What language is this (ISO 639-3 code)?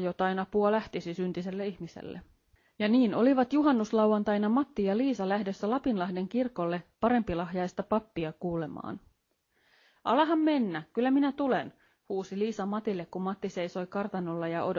fin